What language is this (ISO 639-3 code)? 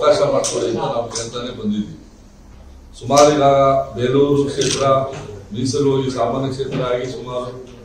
kan